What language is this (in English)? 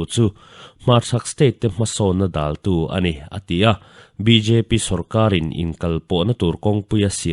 Mizo